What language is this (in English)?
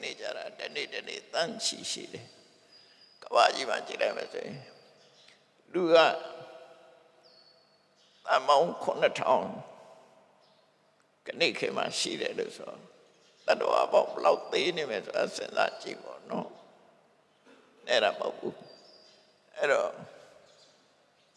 Burmese